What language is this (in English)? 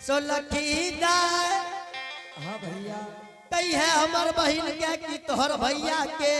Angika